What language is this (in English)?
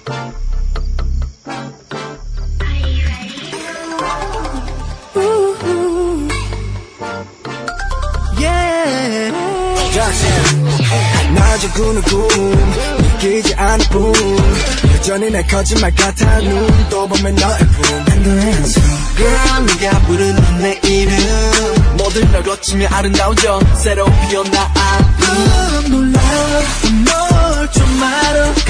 Korean